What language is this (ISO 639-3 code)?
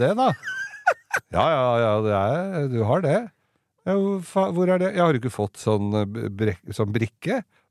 nor